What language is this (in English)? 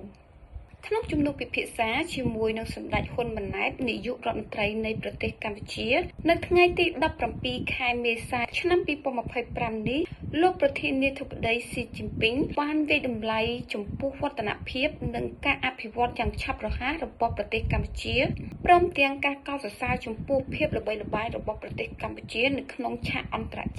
Khmer